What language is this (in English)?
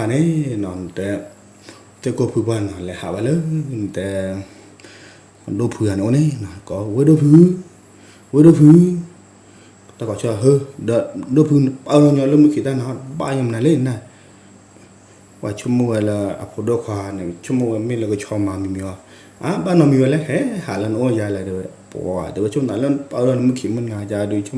S'gaw Karen